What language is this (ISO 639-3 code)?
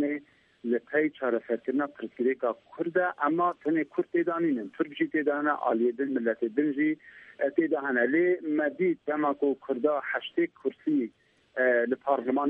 ckb